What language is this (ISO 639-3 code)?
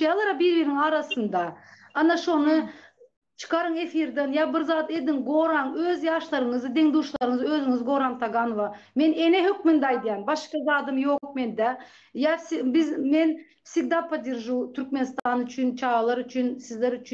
tuk